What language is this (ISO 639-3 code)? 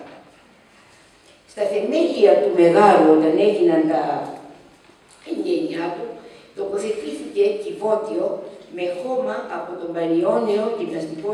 ell